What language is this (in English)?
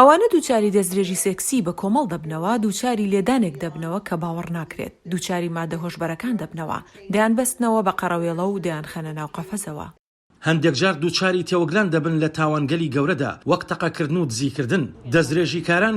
Central Kurdish